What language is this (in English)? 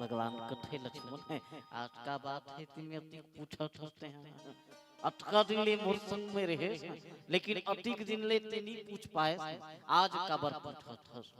Chhattisgarhi